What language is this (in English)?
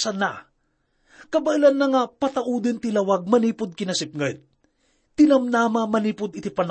Iloko